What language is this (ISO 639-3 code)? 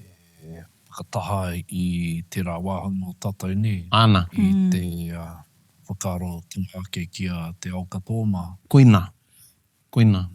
mri